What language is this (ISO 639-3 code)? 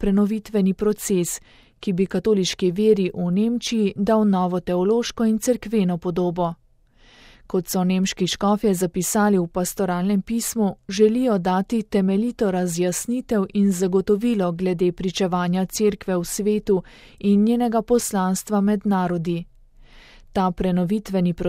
slv